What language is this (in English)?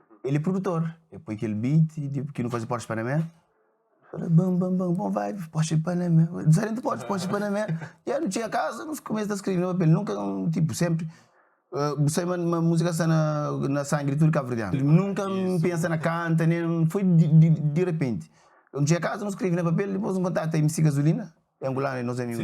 Kabuverdianu